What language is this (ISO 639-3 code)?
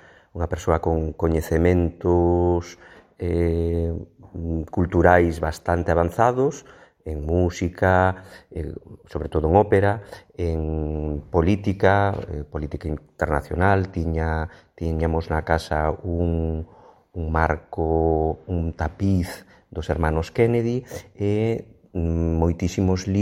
glg